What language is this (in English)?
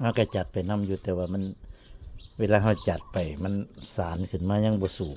Northeastern Thai